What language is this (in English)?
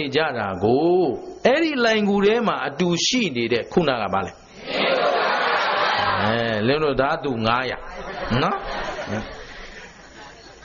Burmese